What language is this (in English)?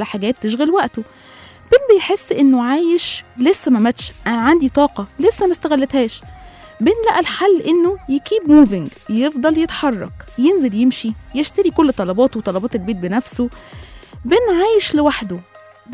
Egyptian Arabic